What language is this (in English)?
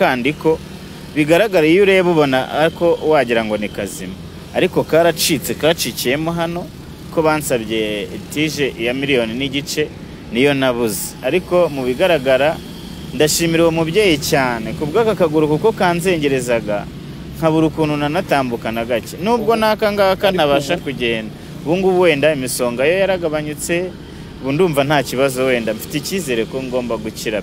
Kinyarwanda